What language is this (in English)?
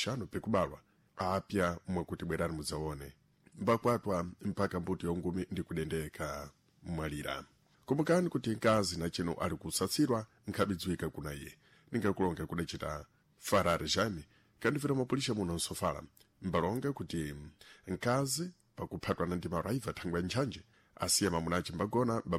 Sena